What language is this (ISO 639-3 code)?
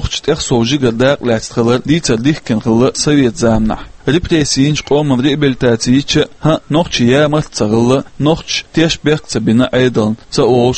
che